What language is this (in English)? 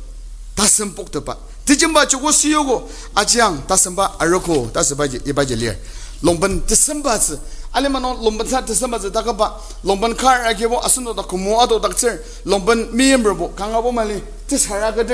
Ao Naga